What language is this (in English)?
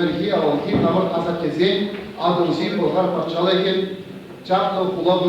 Chuvash